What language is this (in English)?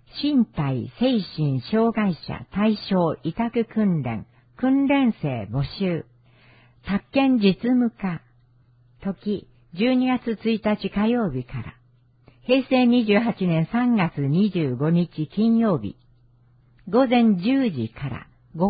Japanese